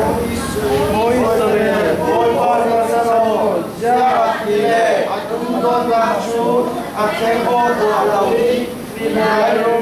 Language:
Falam Chin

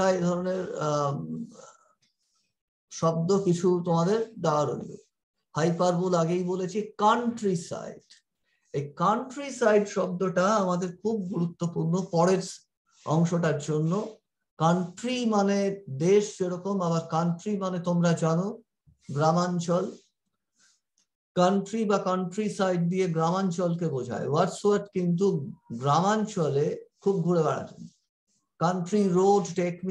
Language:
Bangla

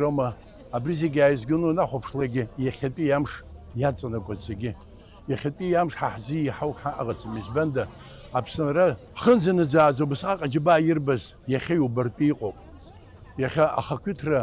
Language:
Abkhazian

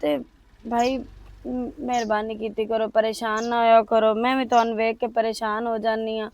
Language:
Western Panjabi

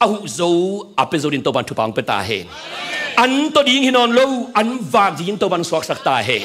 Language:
Tedim Chin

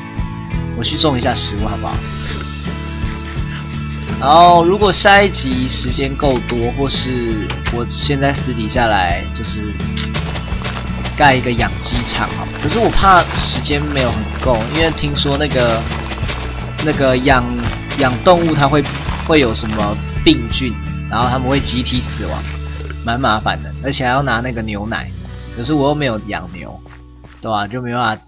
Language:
Chinese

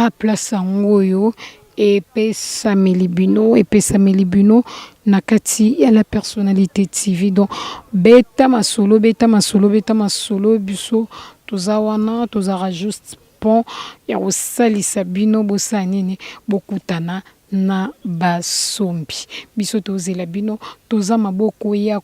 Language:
Lingala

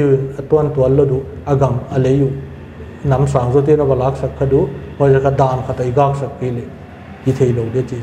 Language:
Paite Chin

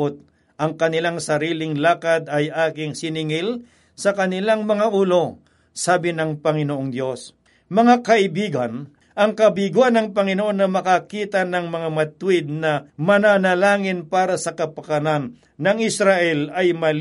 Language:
Filipino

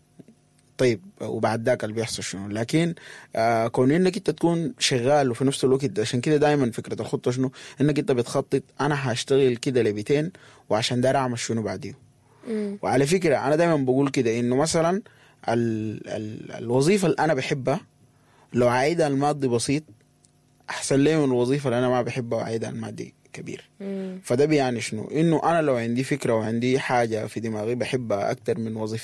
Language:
Sudanese Arabic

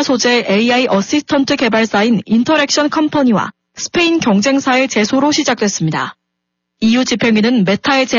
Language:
Korean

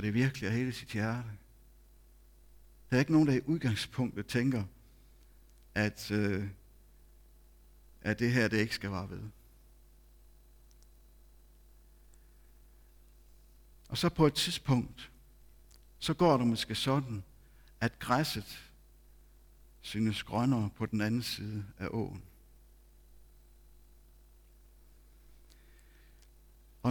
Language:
Danish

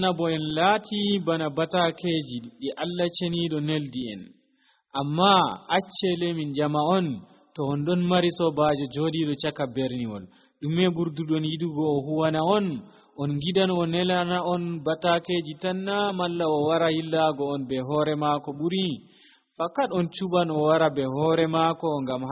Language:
Nigerian Fulfulde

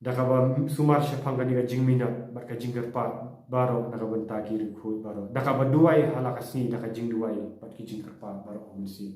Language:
Khasi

